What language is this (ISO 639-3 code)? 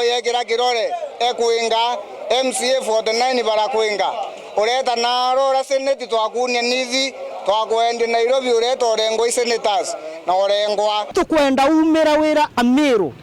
mer